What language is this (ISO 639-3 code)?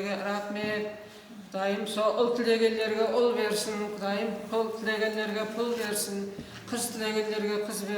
kaa